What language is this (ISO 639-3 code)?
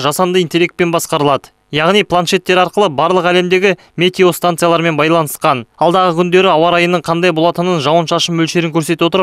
kaz